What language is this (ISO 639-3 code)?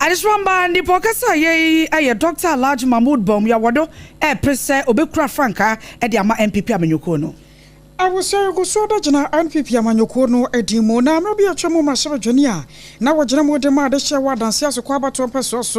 aka